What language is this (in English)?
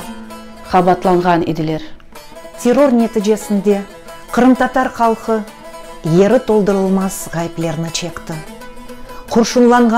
Crimean Tatar